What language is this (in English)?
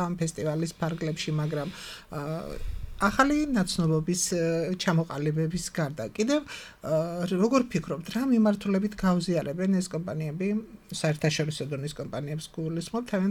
Georgian